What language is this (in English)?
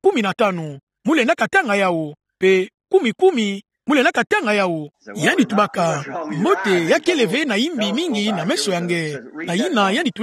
Kituba (Democratic Republic of Congo)